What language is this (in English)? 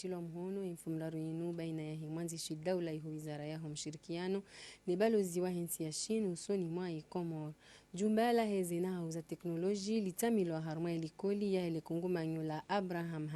Ngazidja Comorian